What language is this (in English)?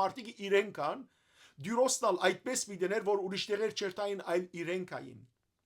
Western Armenian